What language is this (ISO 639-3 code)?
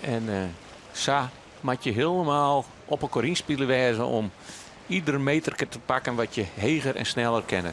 fry